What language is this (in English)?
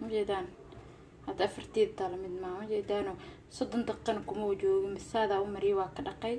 Somali